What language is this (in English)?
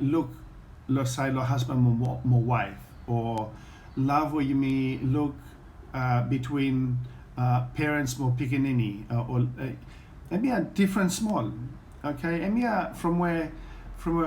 Bislama